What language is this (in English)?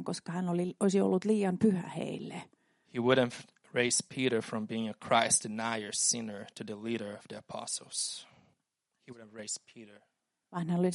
Finnish